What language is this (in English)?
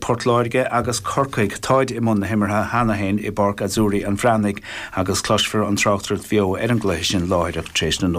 Irish